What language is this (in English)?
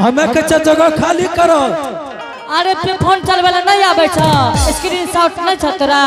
Angika